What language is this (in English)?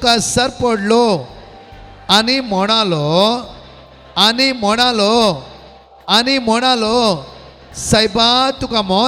Konkani